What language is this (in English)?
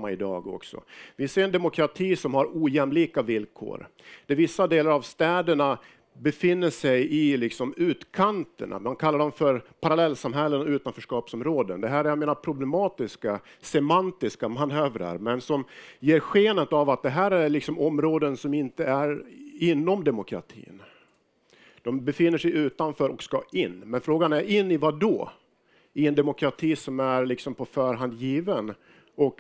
Swedish